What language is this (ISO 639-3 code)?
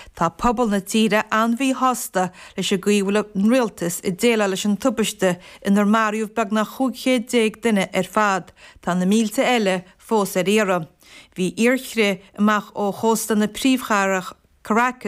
gle